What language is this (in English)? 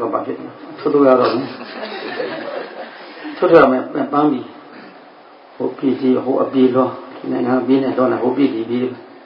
Burmese